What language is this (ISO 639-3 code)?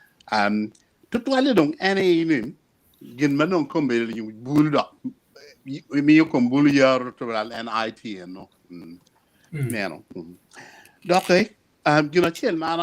ach